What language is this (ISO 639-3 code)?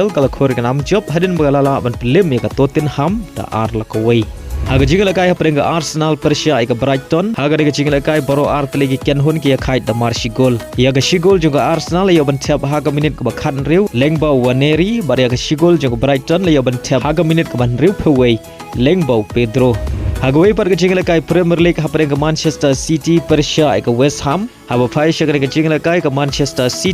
kha